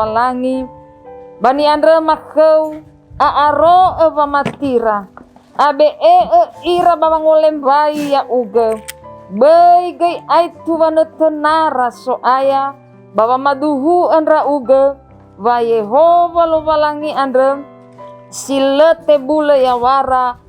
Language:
Nias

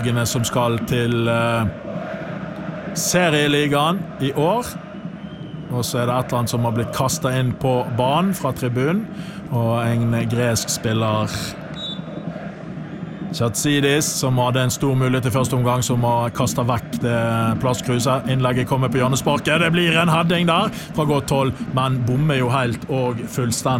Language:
Norwegian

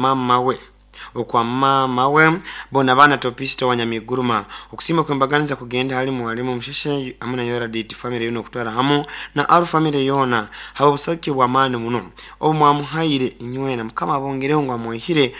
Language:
Nyoro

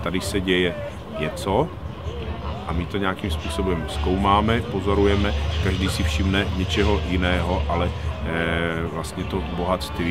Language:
Czech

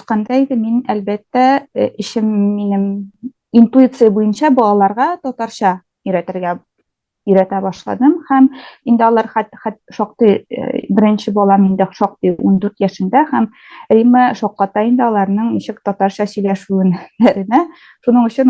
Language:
Tatar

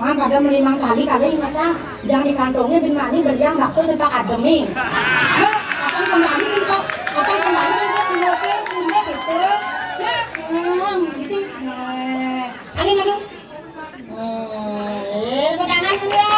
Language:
Balinese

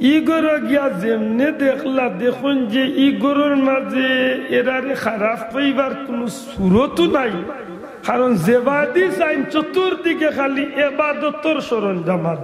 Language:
Sylheti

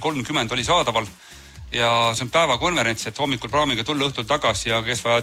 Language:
Estonian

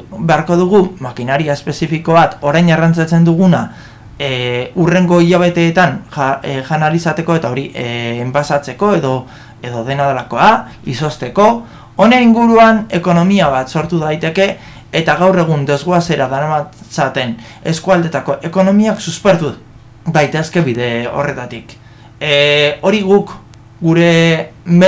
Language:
Basque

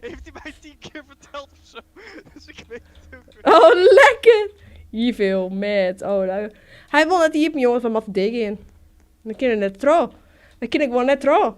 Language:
Western Frisian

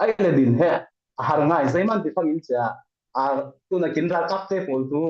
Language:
Falam Chin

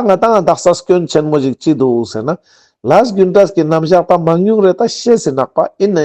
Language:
Ladakhi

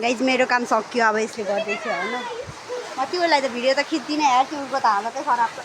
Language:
Nepali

